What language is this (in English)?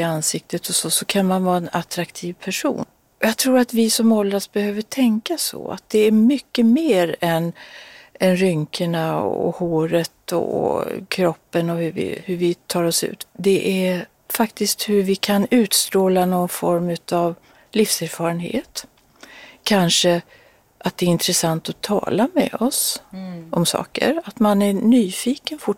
Swedish